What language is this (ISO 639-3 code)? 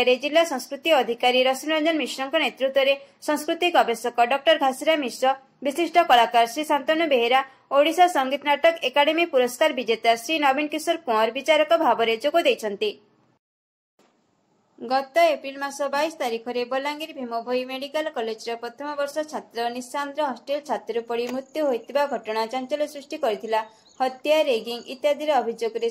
ori